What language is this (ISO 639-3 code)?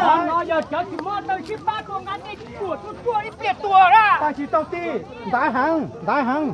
hmn